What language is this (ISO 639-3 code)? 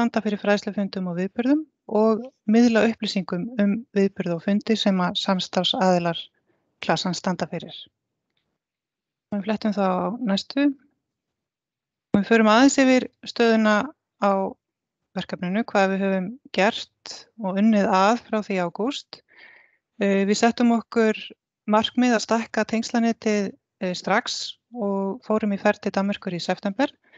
isl